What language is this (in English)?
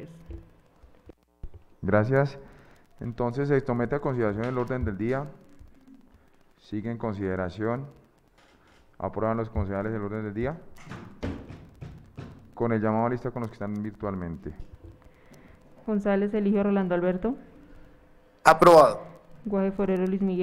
Spanish